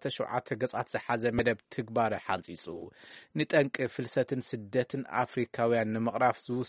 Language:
Tigrinya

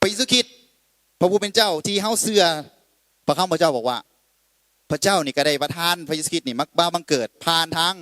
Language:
Lao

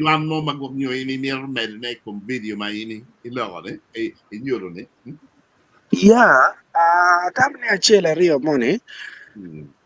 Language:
Acoli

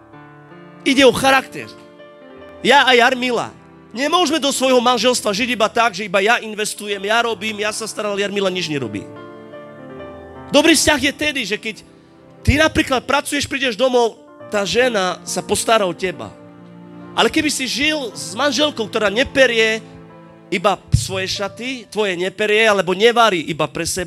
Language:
Slovak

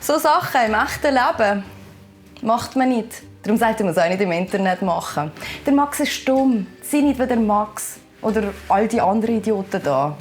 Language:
Swiss German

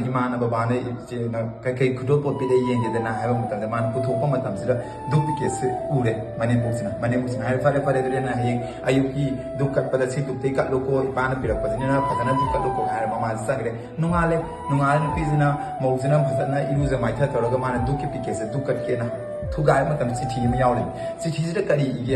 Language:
Manipuri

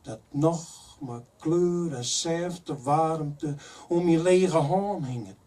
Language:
Western Frisian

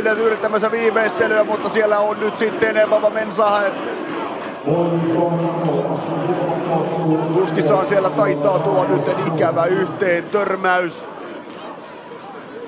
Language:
Finnish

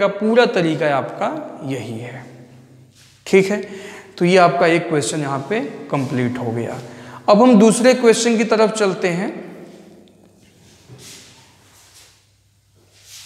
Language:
Hindi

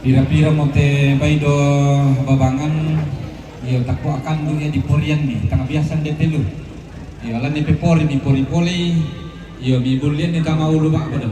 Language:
Toraja-Sa'dan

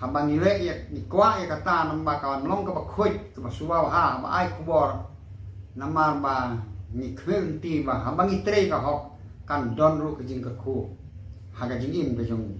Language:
Khasi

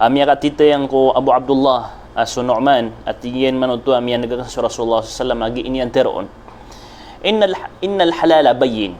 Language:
Maranao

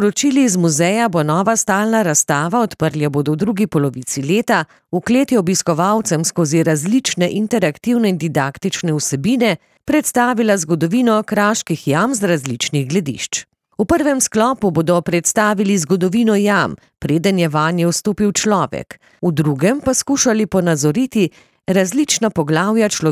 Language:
Slovenian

